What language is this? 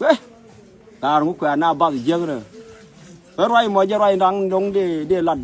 Nuer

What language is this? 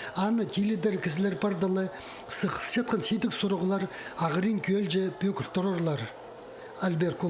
Khakas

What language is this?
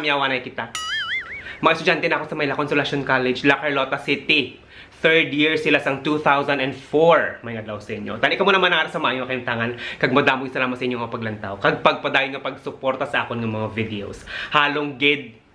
Hiligaynon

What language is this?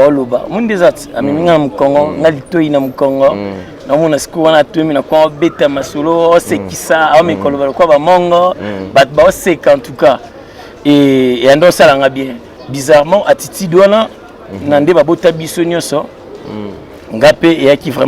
Lingala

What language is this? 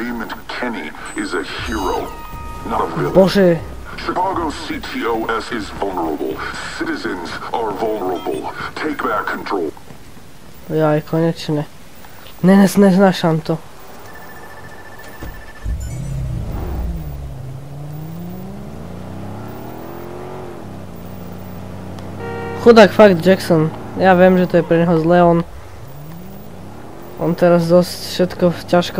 Slovak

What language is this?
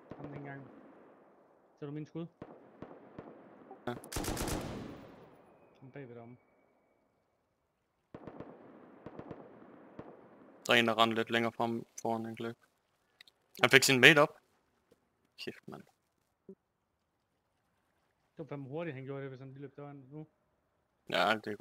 Danish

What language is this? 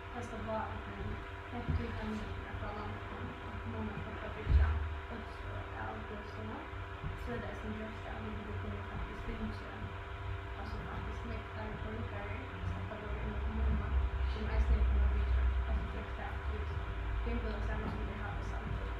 Faroese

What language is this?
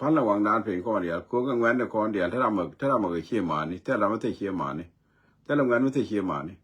Nuer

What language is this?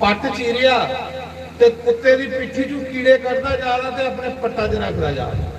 Dogri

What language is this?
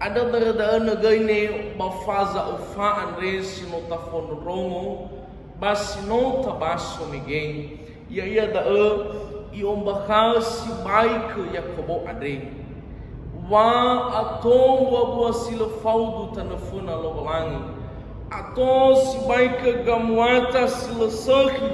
Nias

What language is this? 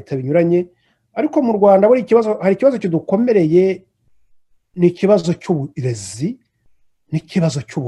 Kinyarwanda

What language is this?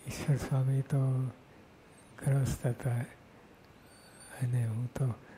Gujarati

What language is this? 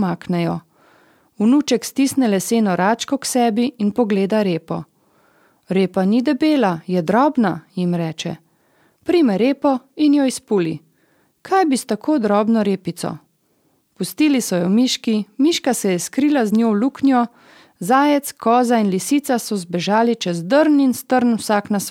Slovenian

